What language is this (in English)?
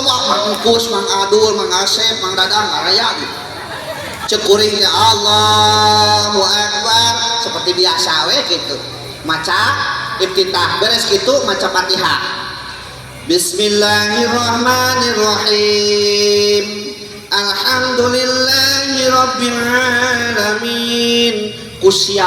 Sundanese